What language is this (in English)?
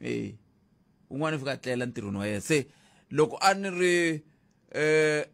Tsonga